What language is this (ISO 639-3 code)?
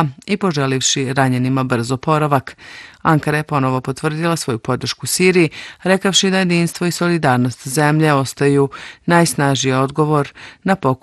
bos